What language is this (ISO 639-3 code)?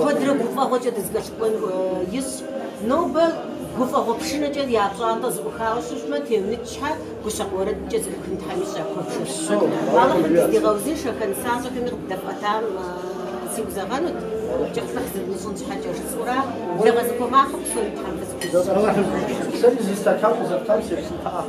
kbd